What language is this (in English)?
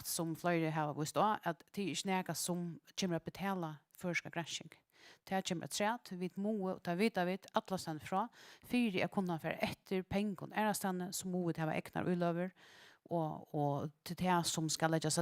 Faroese